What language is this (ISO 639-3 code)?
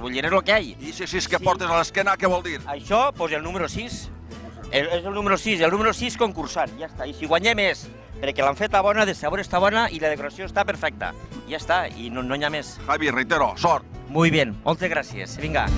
cat